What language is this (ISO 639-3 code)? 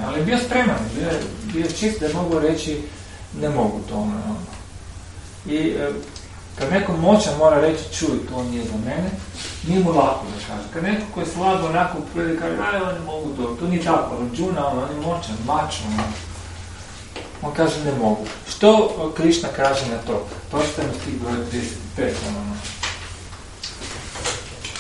hrv